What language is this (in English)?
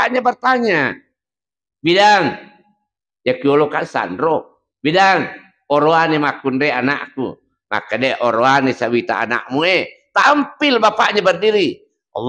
Buginese